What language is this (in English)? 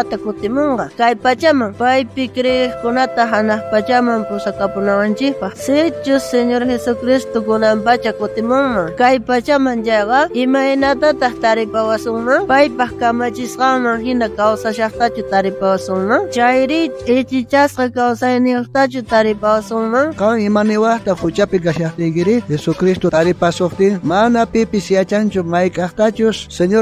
South Bolivian Quechua